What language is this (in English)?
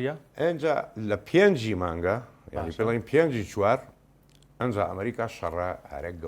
Central Kurdish